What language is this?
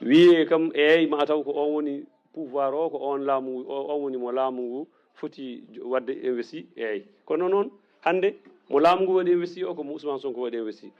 Fula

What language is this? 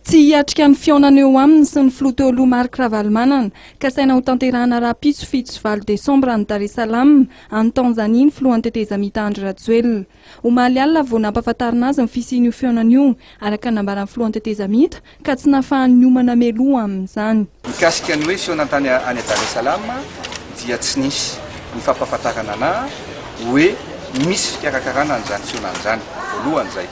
Malagasy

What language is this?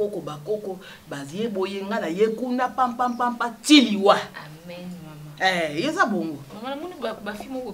Lingala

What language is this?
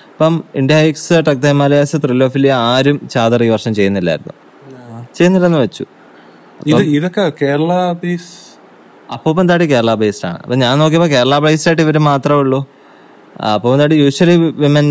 Malayalam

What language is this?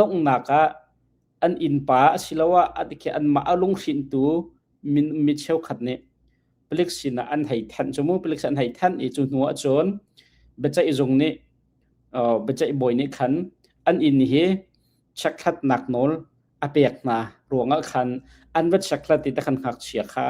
Hakha Chin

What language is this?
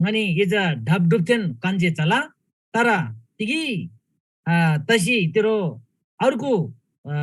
Eastern Tamang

